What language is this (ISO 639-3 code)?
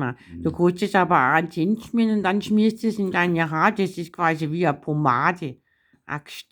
bar